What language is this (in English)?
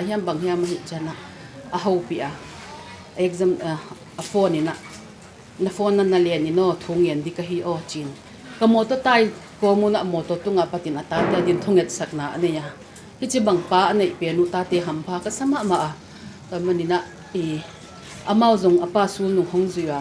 Tedim Chin